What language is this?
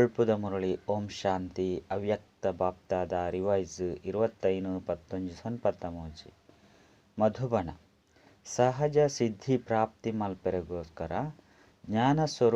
Tulu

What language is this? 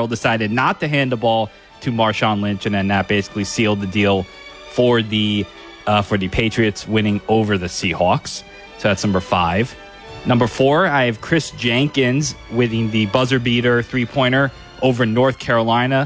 English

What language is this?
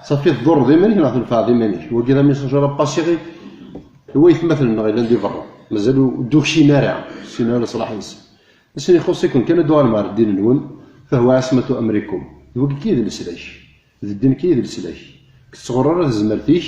Kabyle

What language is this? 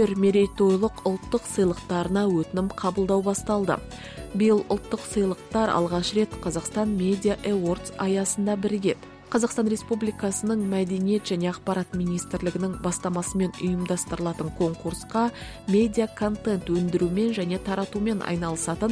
Kazakh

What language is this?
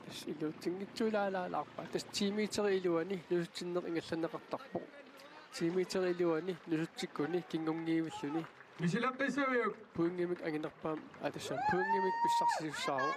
Kalaallisut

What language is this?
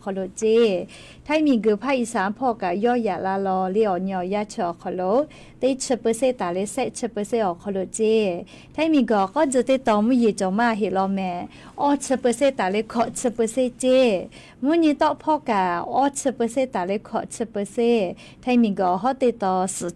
Lahu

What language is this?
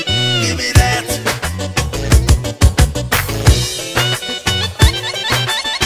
Romanian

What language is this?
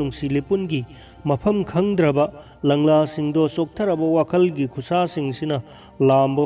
Manipuri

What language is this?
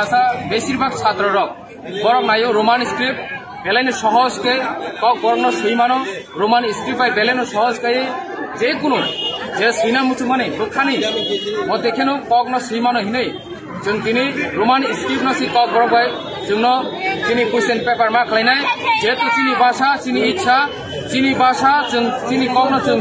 Kok Borok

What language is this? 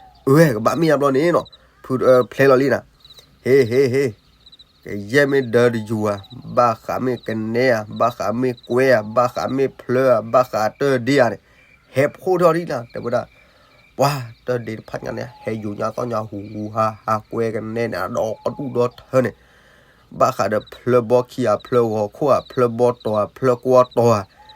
S'gaw Karen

